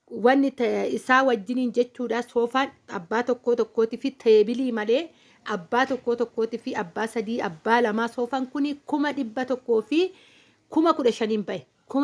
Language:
Oromo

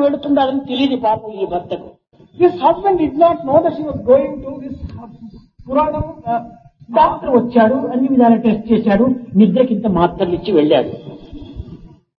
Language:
Telugu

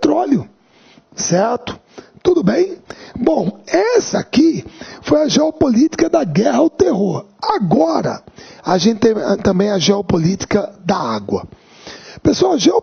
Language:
Portuguese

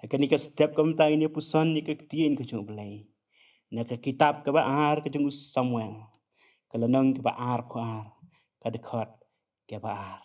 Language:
Khasi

